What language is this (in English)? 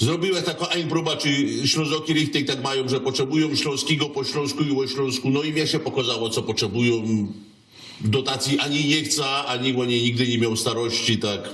Silesian